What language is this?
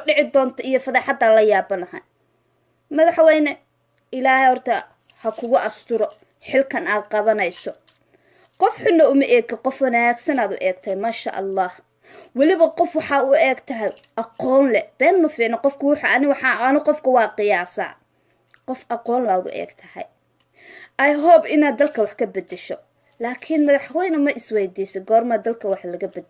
Somali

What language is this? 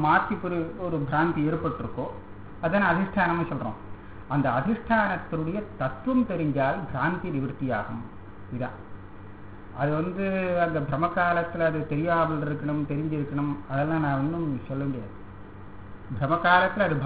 Tamil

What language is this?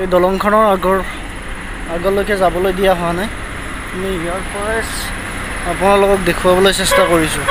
Assamese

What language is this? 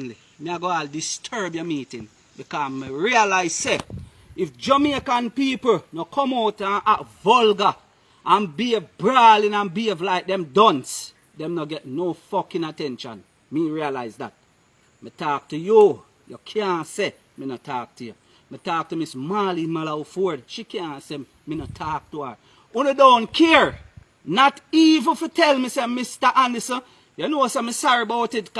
Jamaican Creole English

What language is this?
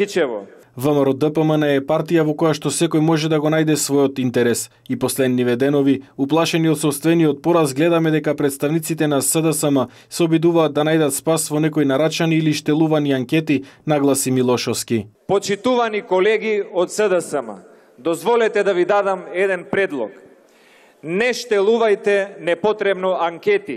Macedonian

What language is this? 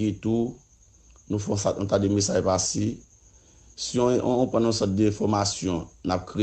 Haitian Creole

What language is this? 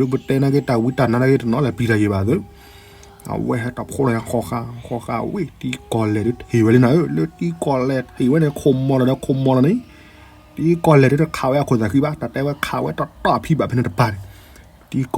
S'gaw Karen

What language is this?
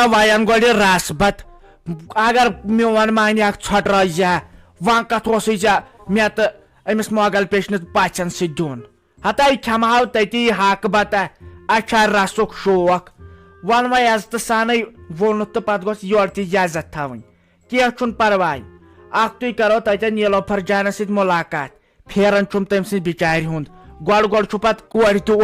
Kashmiri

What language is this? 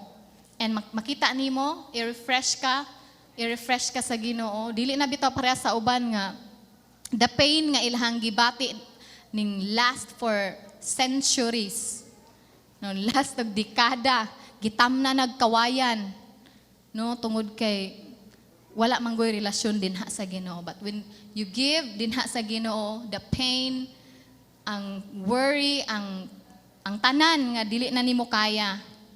Cebuano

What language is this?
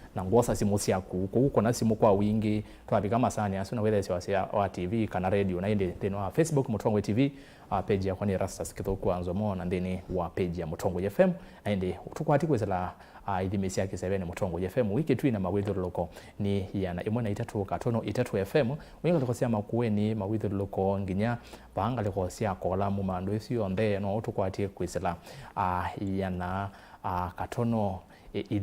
Kamba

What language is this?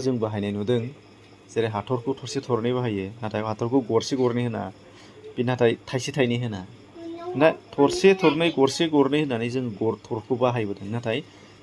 Bodo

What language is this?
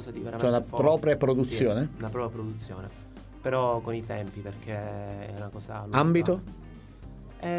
Italian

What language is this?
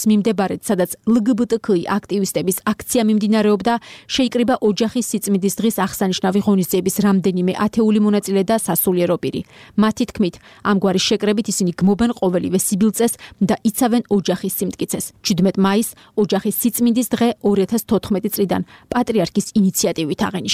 Georgian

